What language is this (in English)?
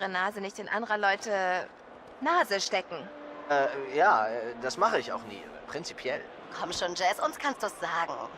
Swiss German